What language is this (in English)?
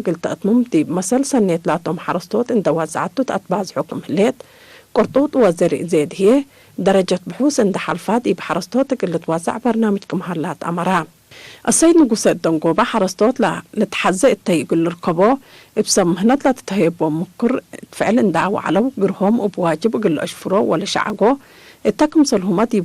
Tigre